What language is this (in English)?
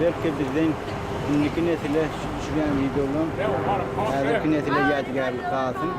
Turkmen